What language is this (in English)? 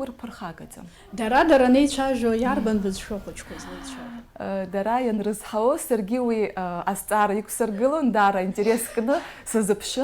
Abkhazian